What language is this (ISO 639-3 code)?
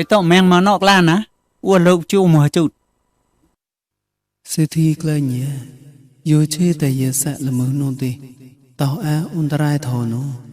mnw